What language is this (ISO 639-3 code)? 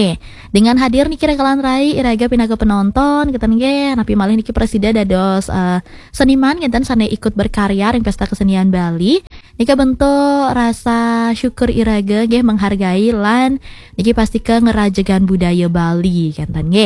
ban